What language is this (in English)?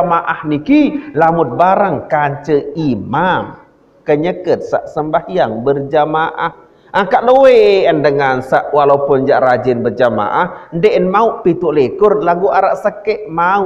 Sasak